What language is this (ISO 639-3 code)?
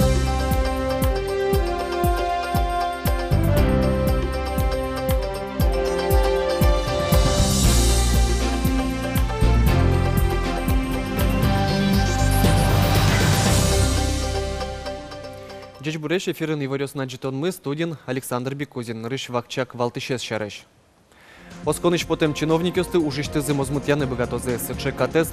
udm